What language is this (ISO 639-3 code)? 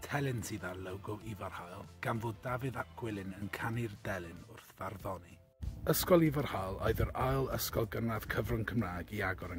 cym